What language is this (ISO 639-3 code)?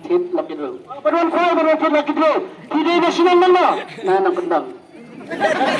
kha